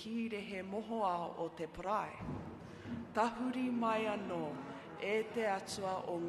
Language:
Māori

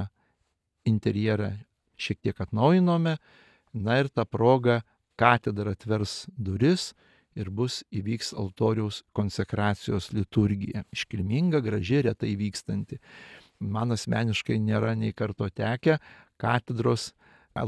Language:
Lithuanian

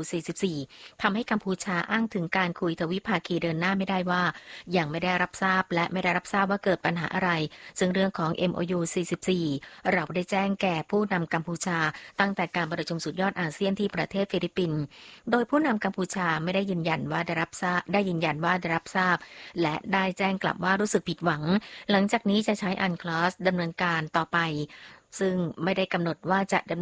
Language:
Thai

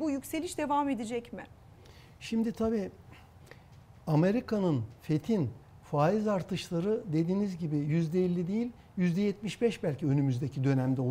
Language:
Turkish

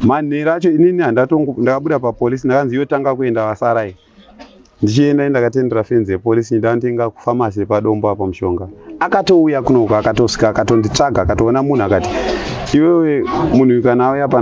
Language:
Shona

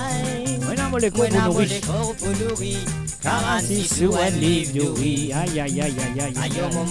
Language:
Morisyen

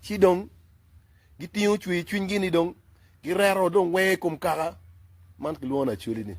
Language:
Acoli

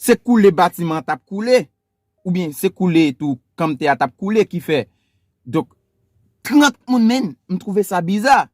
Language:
Haitian Creole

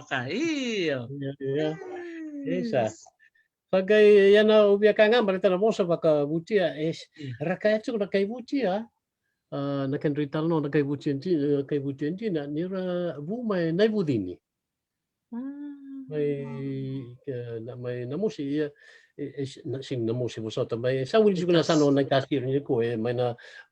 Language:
Fijian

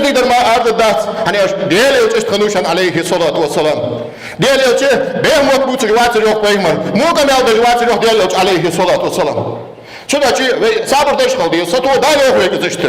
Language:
Ingush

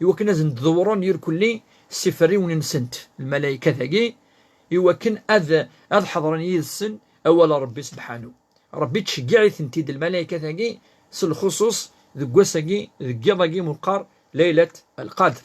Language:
Kabyle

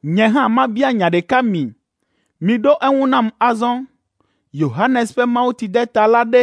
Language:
Ewe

